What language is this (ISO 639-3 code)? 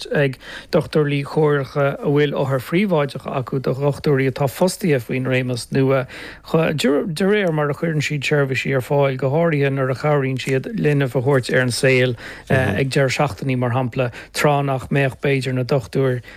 gle